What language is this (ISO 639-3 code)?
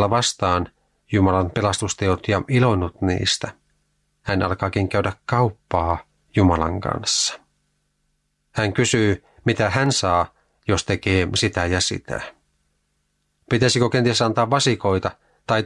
fin